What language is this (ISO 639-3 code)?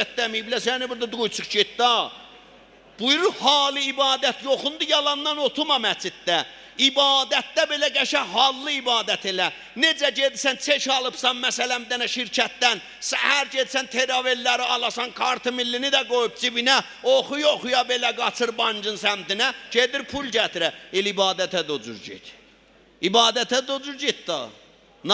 azb